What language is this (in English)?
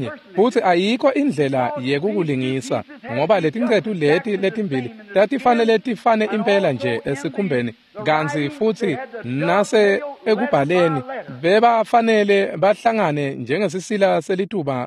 Swati